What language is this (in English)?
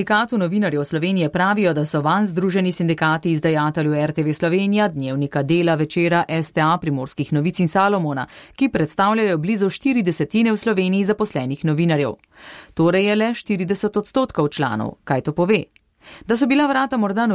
Slovenian